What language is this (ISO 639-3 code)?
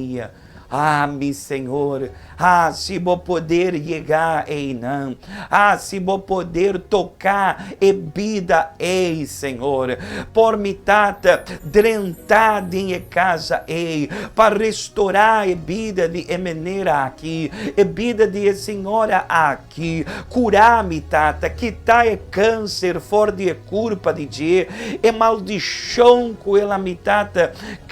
pap